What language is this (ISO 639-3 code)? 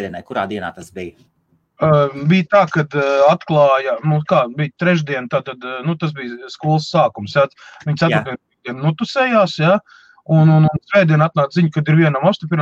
lav